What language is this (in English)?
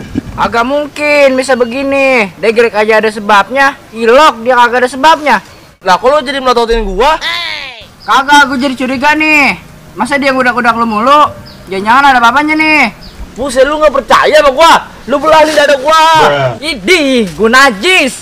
Betawi